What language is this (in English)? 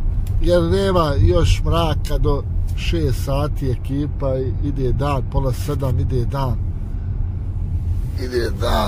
Bosnian